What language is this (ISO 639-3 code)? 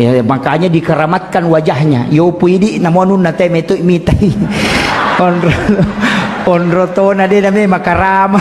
bug